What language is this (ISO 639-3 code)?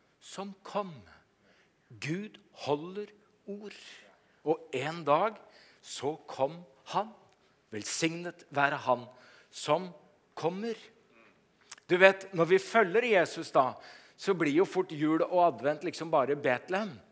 nor